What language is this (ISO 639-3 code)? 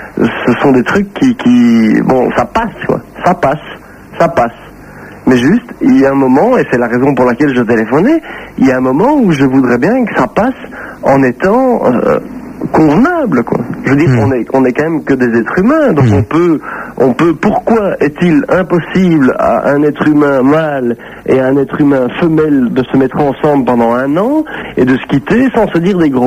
fra